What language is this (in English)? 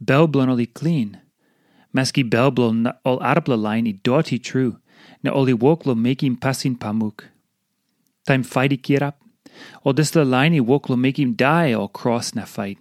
Tok Pisin